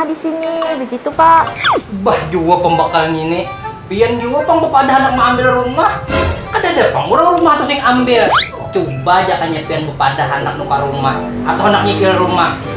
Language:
Banjar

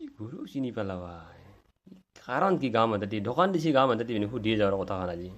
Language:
Assamese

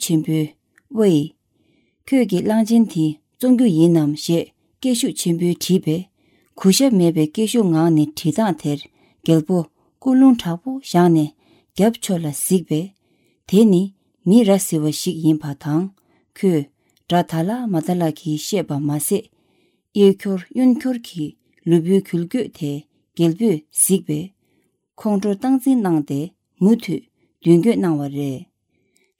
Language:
Tibetan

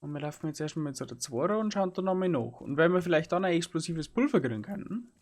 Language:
Bavarian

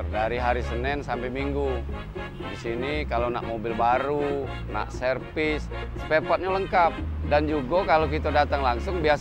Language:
Musi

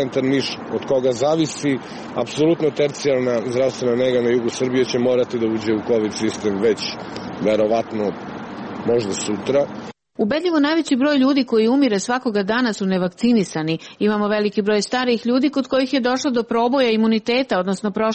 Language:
Serbian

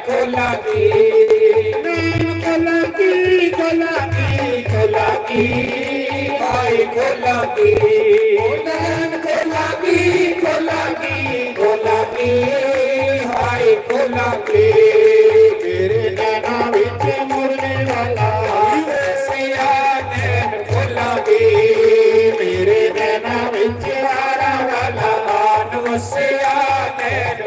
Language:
Dogri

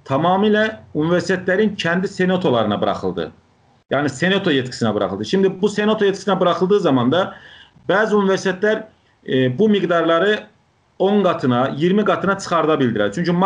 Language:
South Azerbaijani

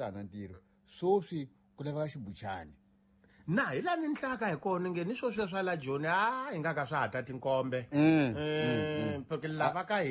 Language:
Tsonga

